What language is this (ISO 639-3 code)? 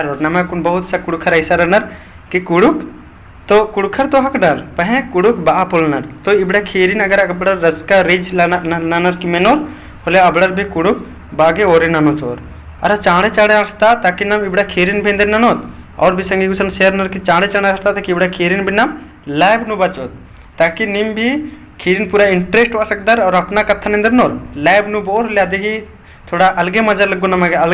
kru